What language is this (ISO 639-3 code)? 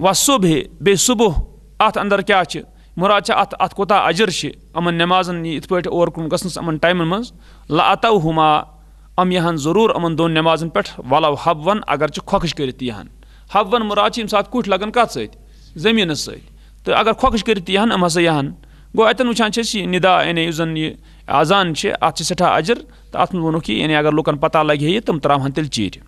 kas